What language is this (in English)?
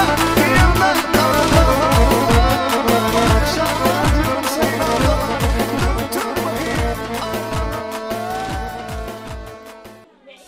Turkish